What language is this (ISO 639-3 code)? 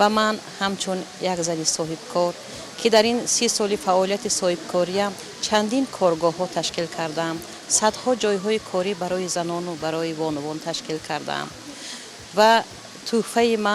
tgk